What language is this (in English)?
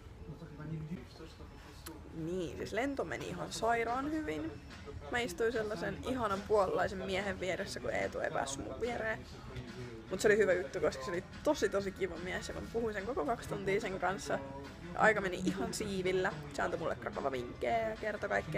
Finnish